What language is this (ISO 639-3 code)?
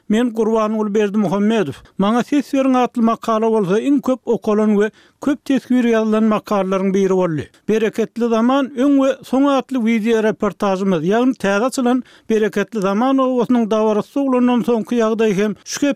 tuk